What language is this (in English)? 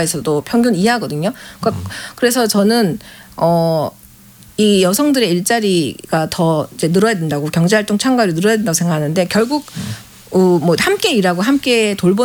Korean